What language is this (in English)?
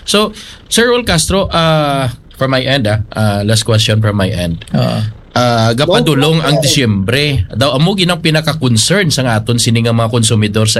Hiligaynon